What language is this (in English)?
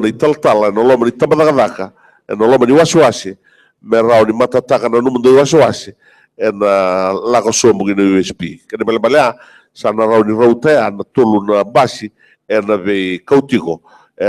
Fijian